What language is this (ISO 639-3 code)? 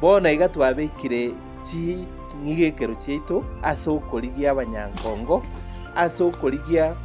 guz